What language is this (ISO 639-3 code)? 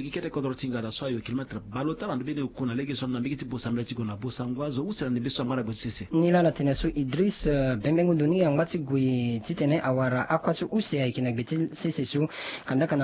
sag